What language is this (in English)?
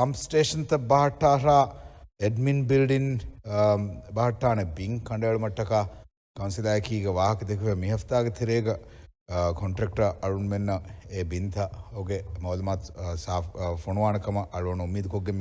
Divehi